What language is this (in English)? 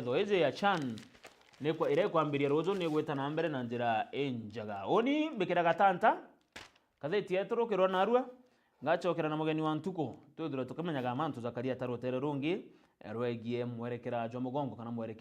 Meru